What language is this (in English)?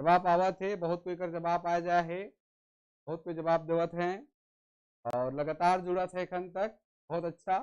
Sadri